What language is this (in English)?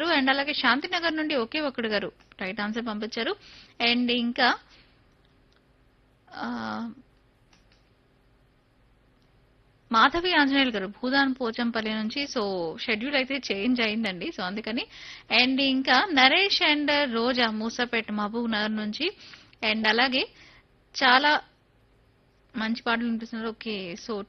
Telugu